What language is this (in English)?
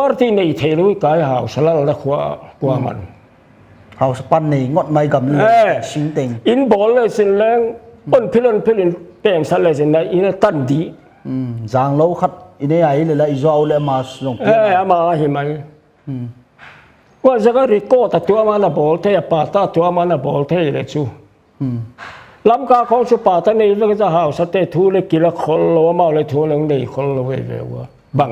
Paite Chin